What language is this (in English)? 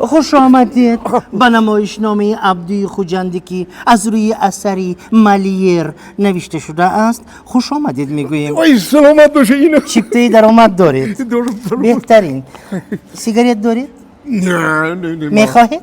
Tajik